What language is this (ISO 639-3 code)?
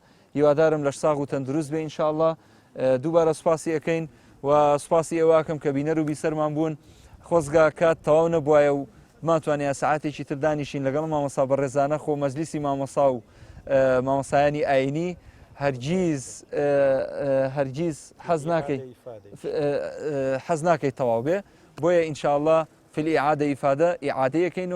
ckb